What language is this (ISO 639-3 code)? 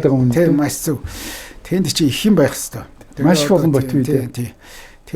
mon